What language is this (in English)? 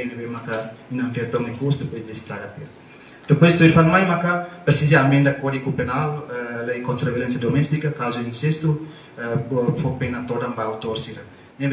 Tetum